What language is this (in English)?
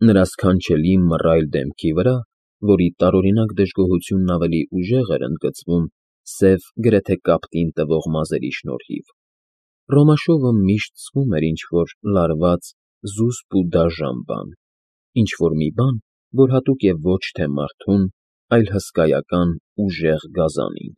Armenian